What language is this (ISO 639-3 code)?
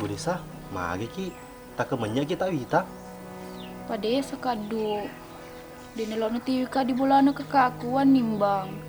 bug